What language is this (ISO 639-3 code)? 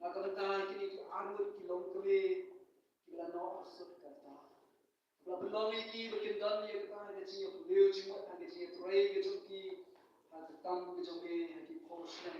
kha